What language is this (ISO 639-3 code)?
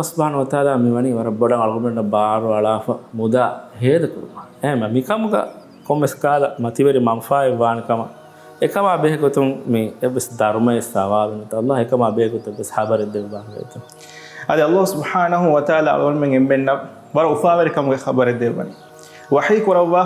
div